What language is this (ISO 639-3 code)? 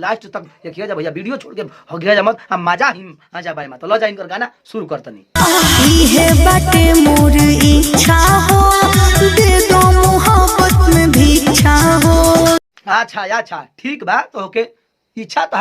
bho